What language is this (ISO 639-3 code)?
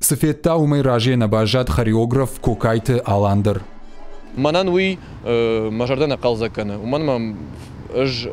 oss